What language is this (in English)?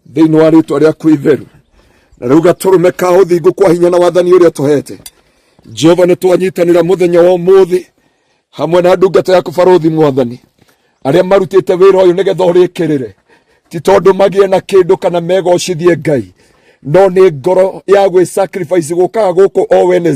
Kikuyu